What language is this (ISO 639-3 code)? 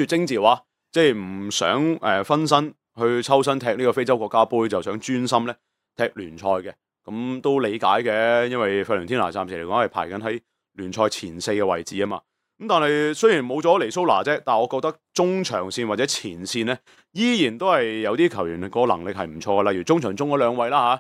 yue